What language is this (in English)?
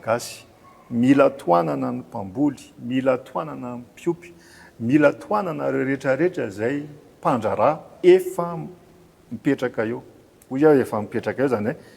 Malagasy